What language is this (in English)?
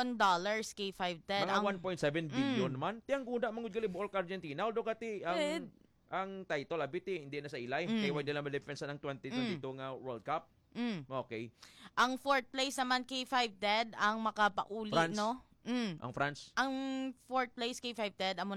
Hiligaynon